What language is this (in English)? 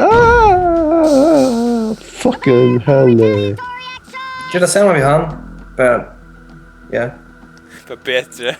Faroese